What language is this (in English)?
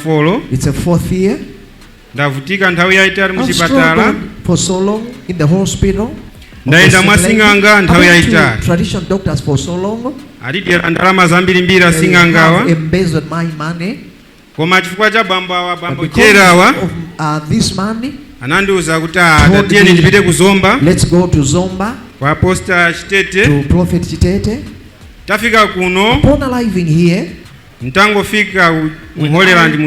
Nyanja